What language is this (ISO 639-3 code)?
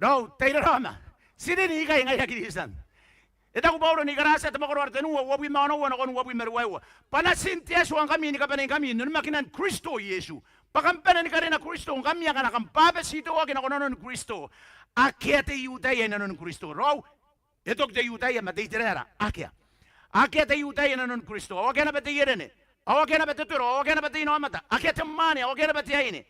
gil